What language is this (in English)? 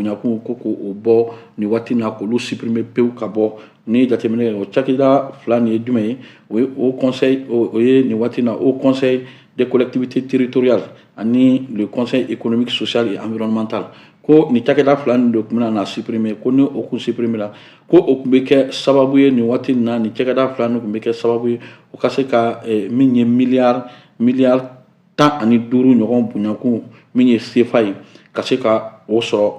Bambara